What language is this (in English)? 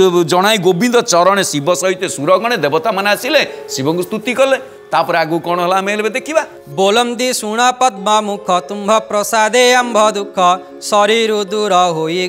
Odia